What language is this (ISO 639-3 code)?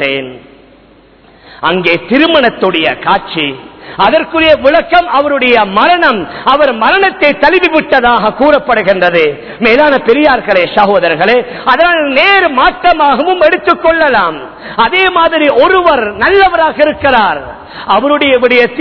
tam